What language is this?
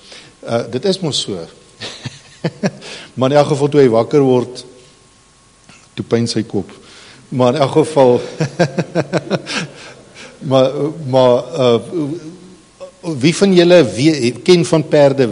Afrikaans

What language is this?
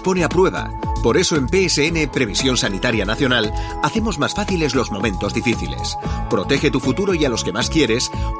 Spanish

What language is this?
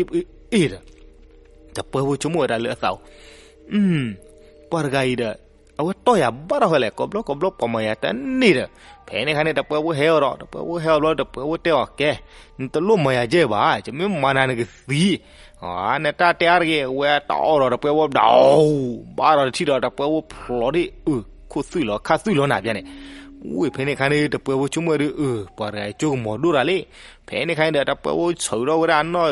S'gaw Karen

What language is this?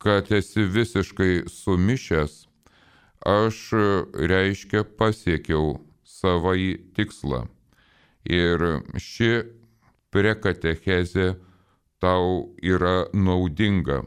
Lithuanian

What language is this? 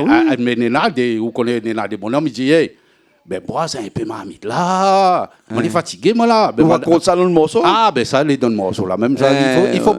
Réunion Creole French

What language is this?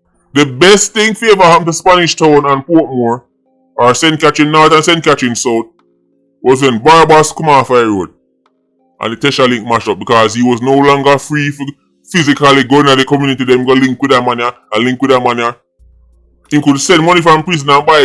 Jamaican Creole English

